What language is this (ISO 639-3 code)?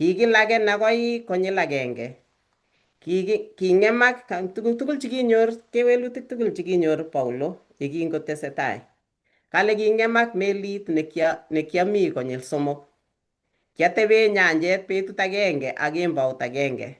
kln